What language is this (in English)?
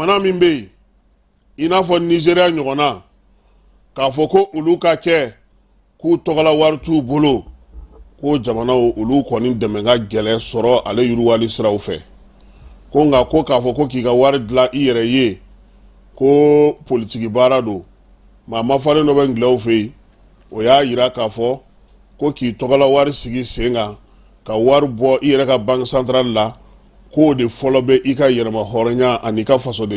Bambara